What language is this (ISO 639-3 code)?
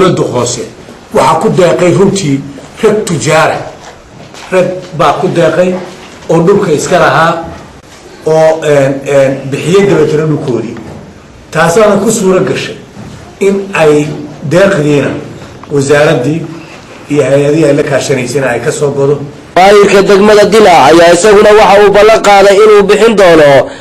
som